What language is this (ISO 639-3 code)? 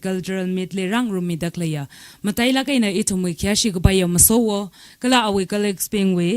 nmf